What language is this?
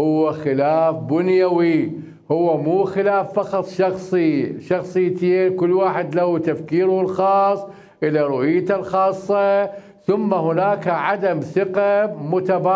Mesopotamian Arabic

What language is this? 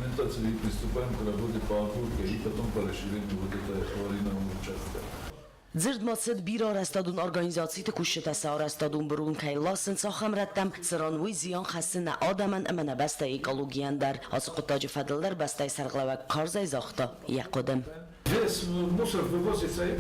Ossetic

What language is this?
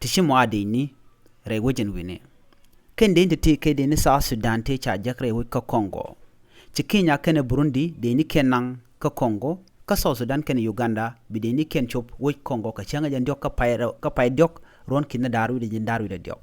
Nuer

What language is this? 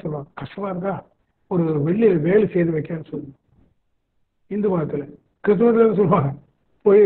Tamil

